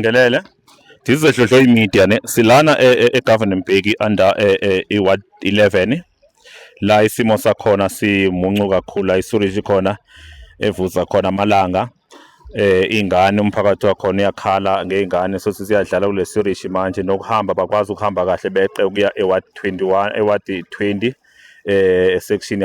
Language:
Zulu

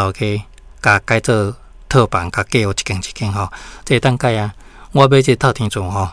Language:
Min Nan Chinese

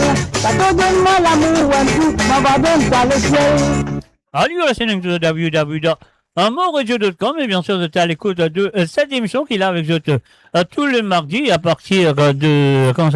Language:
Morisyen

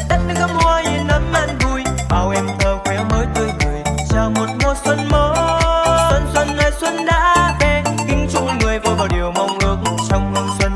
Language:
Vietnamese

